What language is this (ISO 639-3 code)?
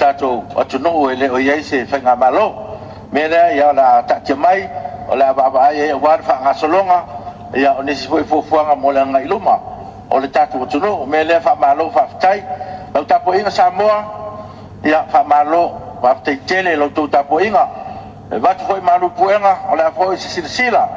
smo